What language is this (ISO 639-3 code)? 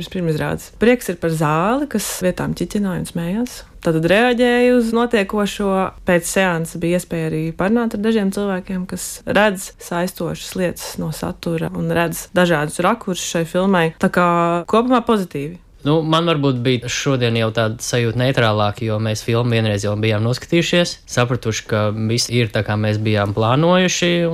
lav